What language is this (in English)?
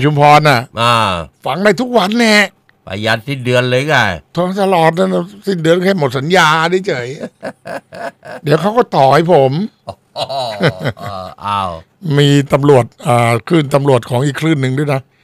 Thai